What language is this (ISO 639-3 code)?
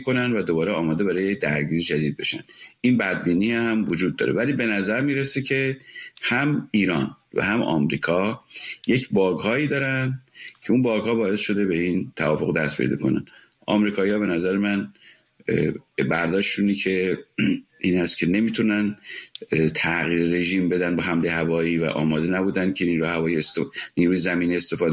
fas